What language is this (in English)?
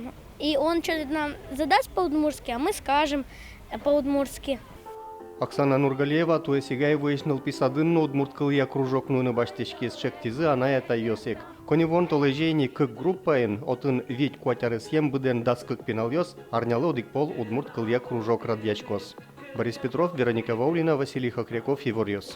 Udmurt